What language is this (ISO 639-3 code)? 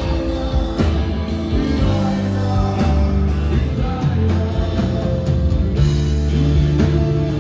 hrv